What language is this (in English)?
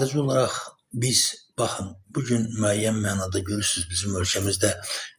Azerbaijani